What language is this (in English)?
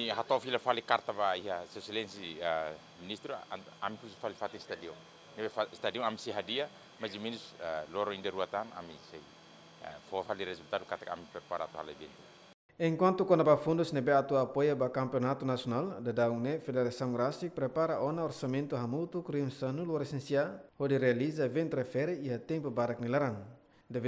Tetum